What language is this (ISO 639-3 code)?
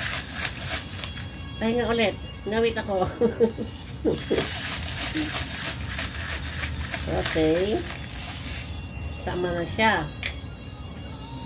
fil